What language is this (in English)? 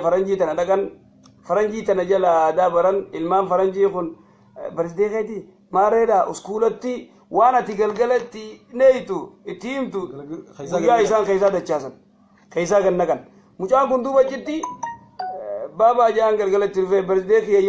Oromo